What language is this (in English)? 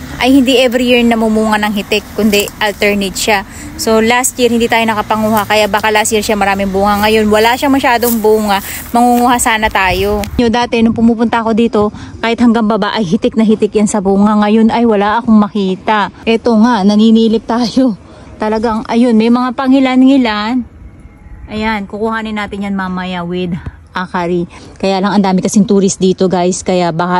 Filipino